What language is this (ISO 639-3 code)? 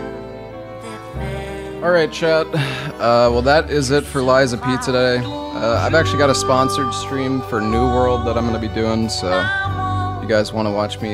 eng